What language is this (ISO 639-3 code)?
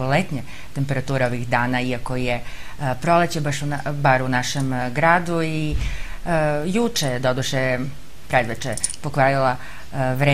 srp